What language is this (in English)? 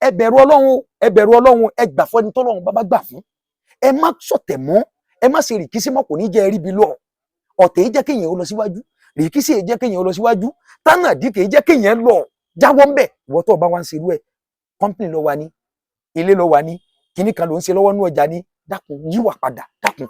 Yoruba